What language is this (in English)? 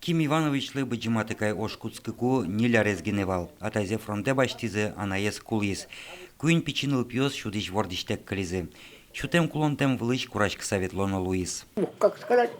Udmurt